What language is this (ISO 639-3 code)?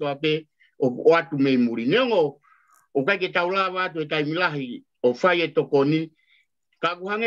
ton